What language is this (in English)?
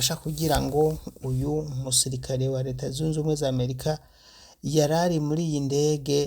Rundi